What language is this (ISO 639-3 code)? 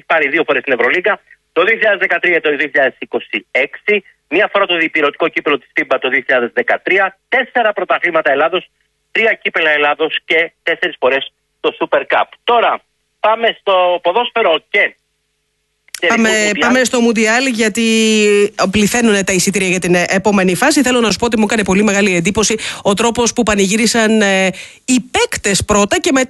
ell